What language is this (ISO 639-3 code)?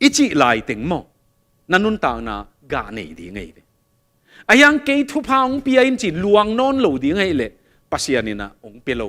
ctd